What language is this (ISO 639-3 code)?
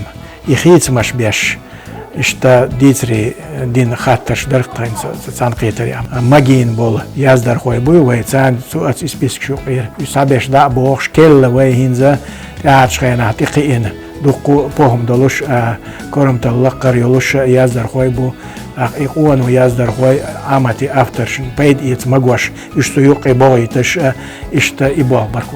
che